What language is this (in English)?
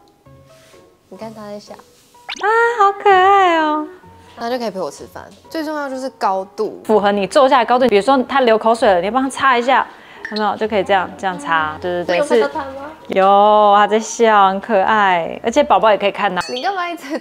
Chinese